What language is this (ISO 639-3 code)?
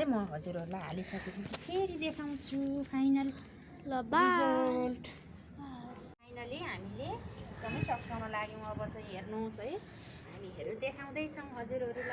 nep